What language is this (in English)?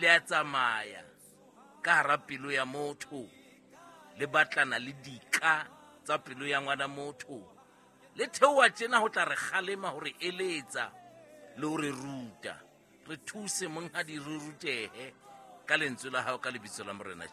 Southern Sotho